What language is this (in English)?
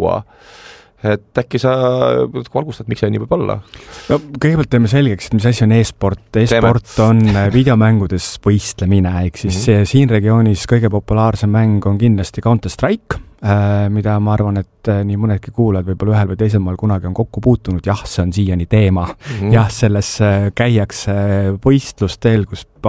Estonian